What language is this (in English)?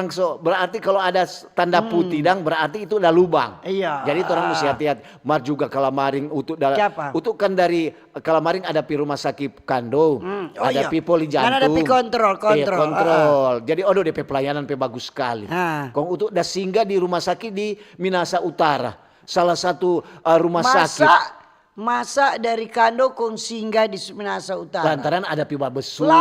Manado Malay